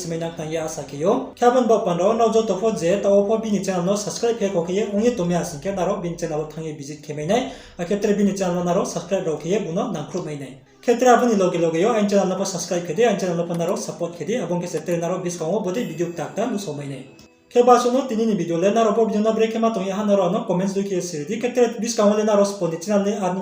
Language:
Riang (India)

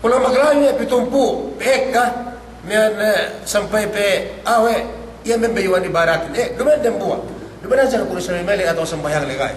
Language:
Yakan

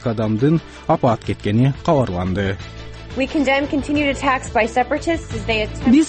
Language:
Kyrgyz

